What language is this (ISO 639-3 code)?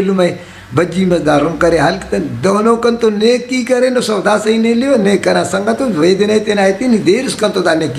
brh